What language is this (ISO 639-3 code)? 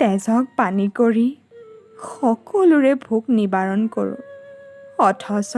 asm